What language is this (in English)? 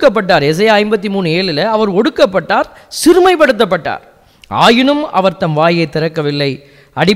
Tamil